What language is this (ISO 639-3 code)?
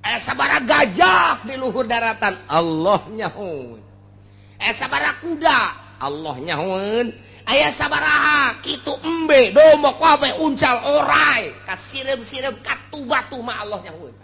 sun